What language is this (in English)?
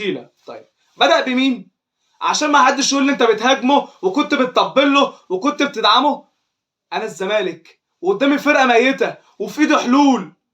Egyptian Arabic